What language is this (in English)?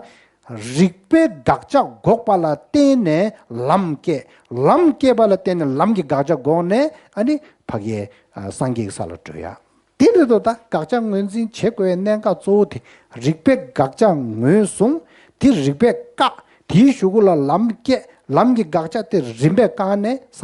Tibetan